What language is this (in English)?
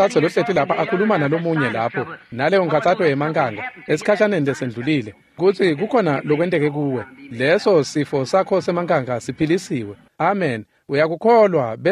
Swati